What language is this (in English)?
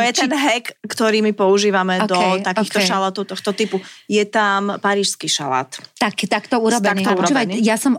Slovak